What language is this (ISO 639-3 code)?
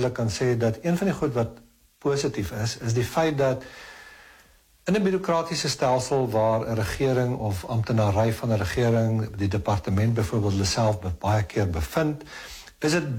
afr